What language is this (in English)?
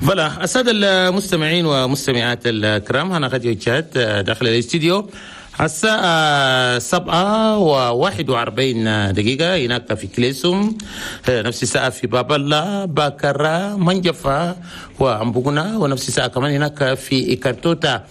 Chadian Arabic